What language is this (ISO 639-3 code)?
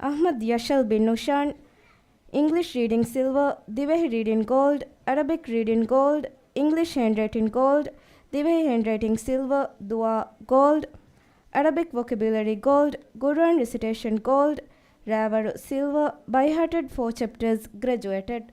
div